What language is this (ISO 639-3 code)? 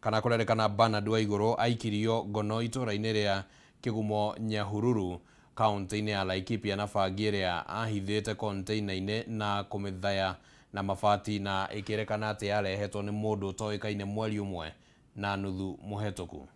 kik